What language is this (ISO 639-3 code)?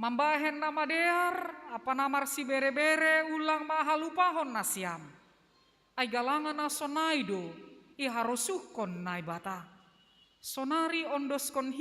bts